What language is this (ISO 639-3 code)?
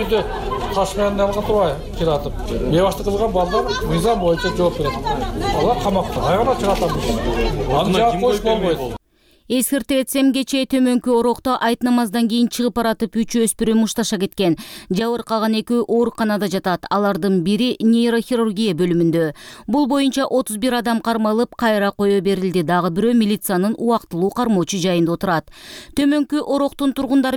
kir